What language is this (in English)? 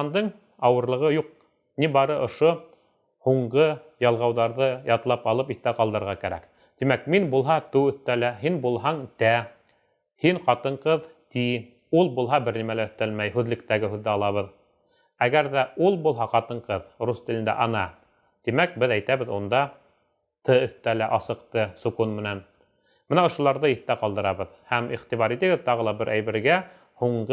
Bashkir